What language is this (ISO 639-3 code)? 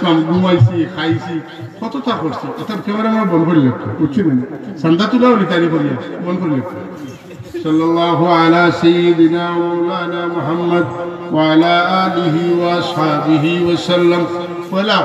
syl